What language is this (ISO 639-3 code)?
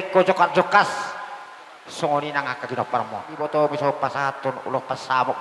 bbc